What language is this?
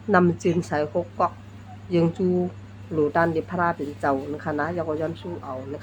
Shan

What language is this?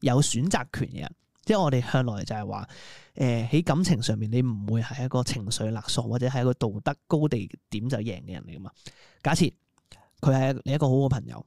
Cantonese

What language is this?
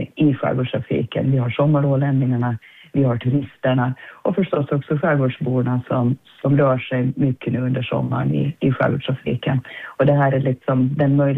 Swedish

